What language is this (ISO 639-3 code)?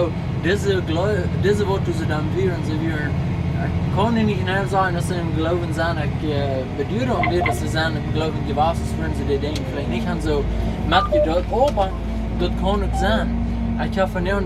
pdt